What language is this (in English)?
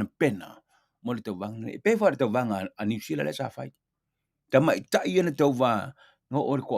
Samoan